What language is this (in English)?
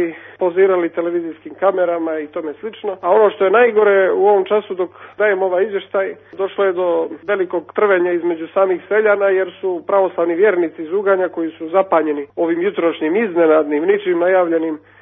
Serbian